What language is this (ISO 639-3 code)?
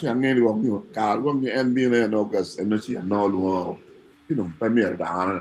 ach